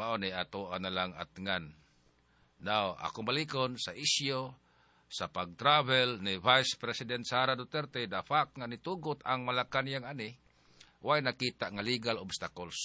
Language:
Cebuano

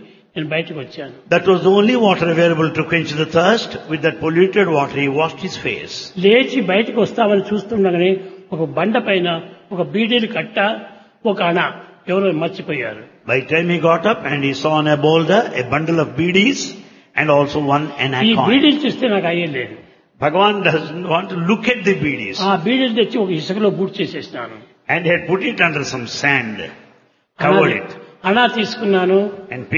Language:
Telugu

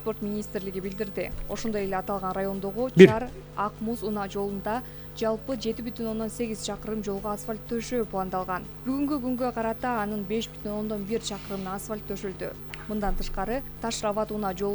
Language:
Kyrgyz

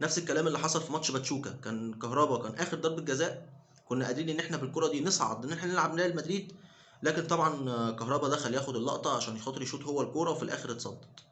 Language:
Egyptian Arabic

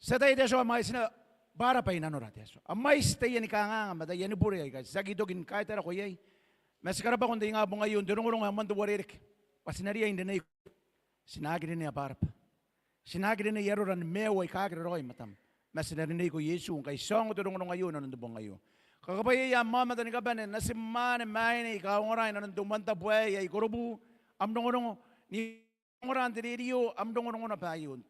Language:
Gilbertese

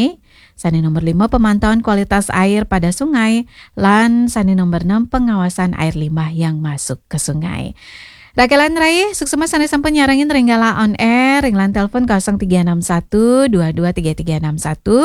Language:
Balinese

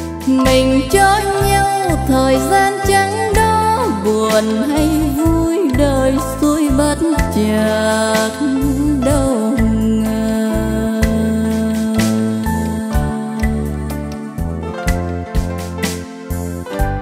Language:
Vietnamese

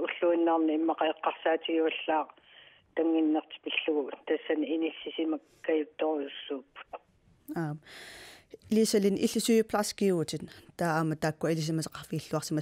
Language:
Kalaallisut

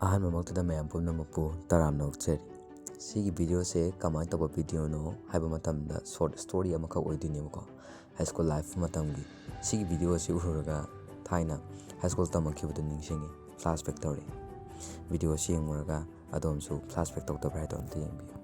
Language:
Manipuri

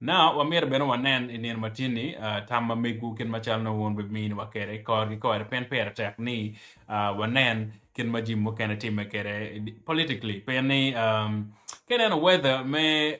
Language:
Acoli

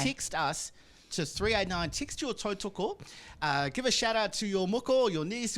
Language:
Māori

